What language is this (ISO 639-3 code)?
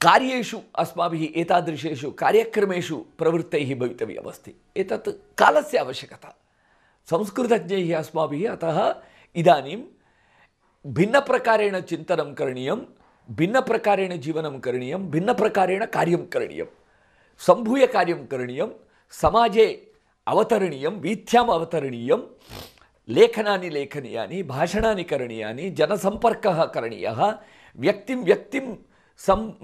san